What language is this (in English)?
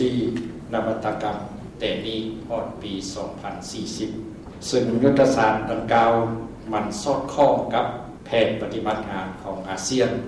Lao